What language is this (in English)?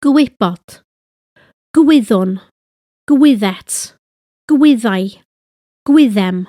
Welsh